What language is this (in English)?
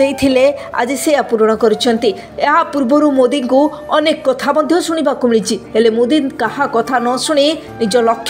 Odia